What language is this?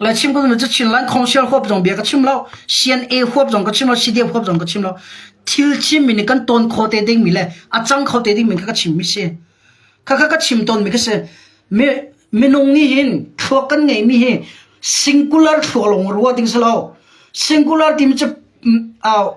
Hakha Chin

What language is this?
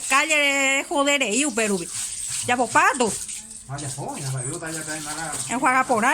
Guarani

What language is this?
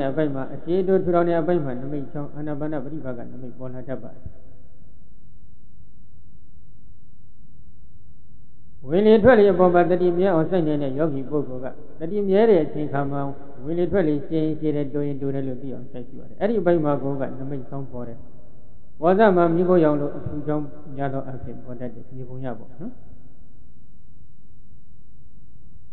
Burmese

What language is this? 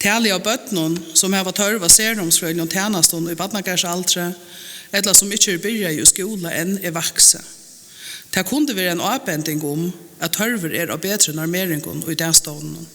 Faroese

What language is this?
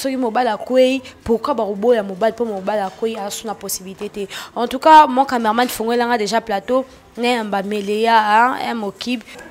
Lingala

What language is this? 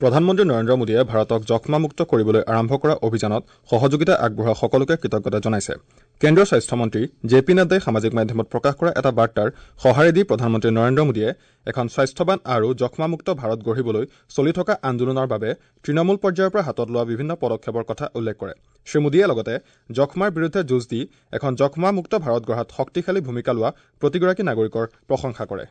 Assamese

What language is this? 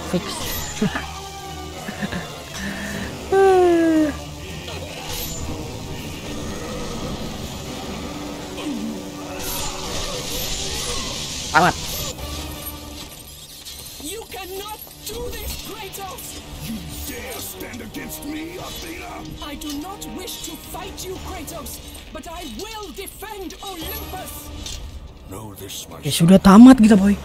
Indonesian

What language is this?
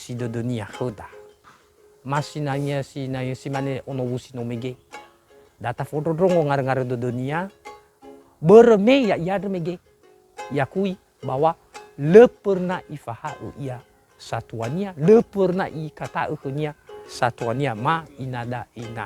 Nias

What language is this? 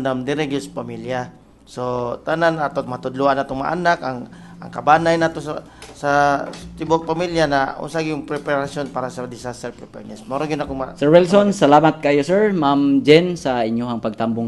Cebuano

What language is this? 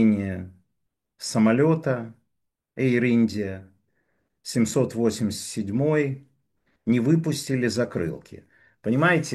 Russian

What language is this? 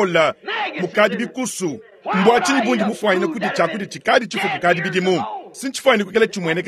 Luba-Lulua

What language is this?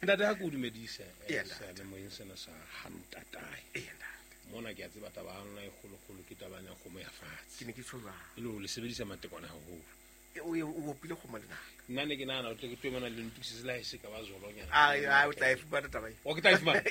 Southern Sotho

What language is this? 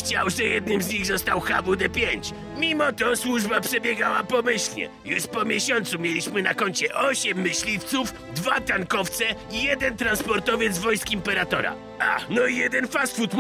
Polish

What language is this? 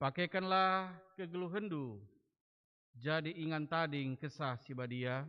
Batak Karo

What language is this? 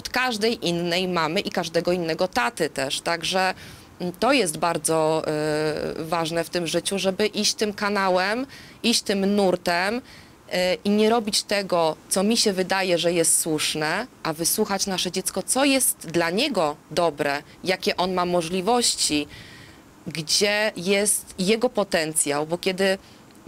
Polish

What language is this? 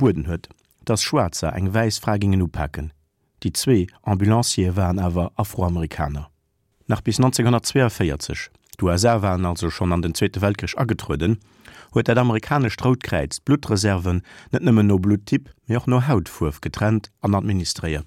Luxembourgish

